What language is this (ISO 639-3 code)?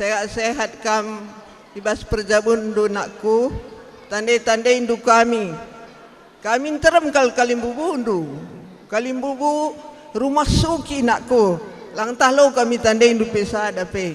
btx